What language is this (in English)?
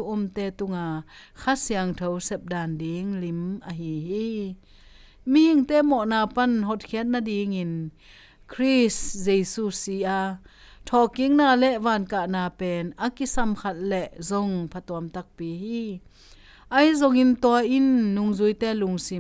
Tedim Chin